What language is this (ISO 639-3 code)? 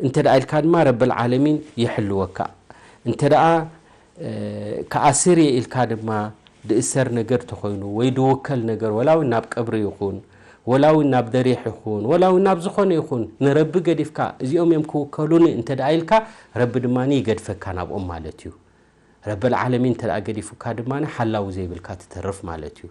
tir